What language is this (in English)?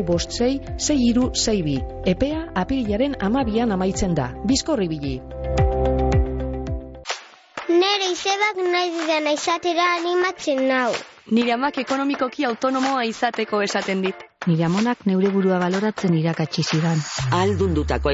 Basque